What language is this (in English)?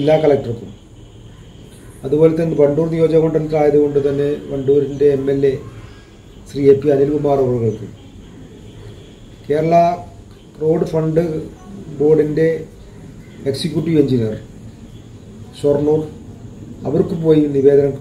Malayalam